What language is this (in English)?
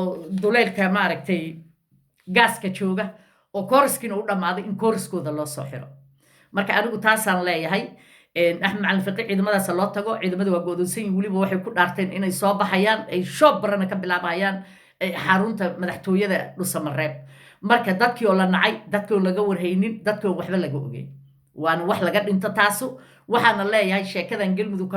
Somali